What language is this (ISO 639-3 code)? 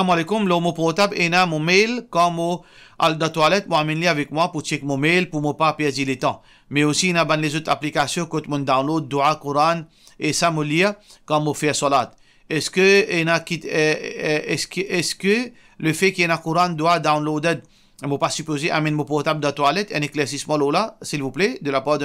mfe